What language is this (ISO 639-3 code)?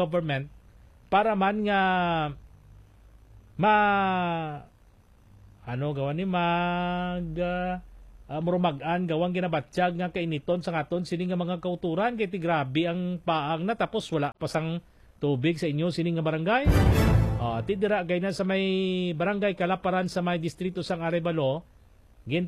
hil